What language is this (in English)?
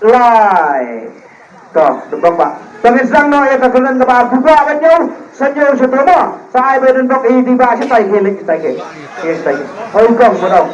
Khasi